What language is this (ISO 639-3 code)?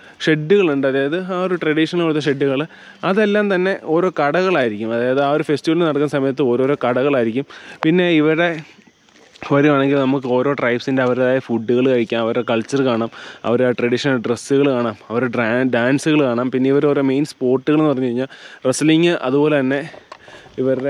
mal